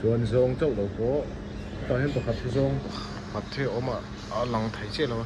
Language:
Mizo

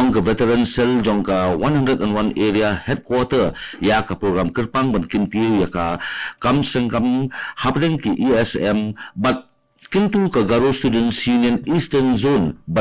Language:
Khasi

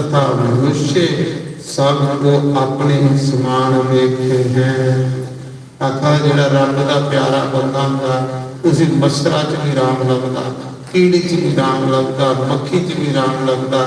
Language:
Dogri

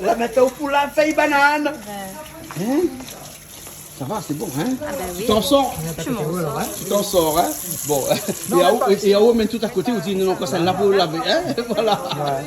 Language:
Réunion Creole French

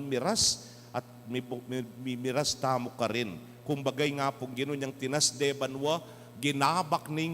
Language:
Pampanga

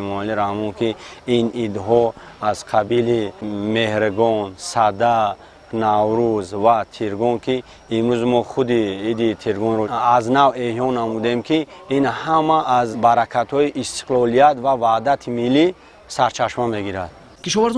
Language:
Tajik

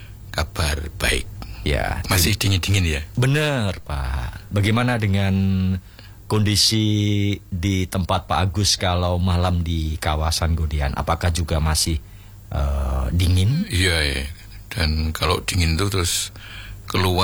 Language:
Indonesian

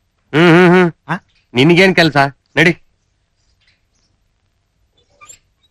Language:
Kannada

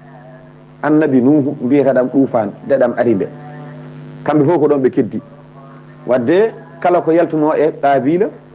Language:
Fula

